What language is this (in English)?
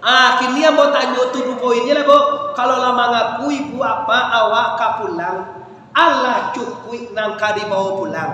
Minangkabau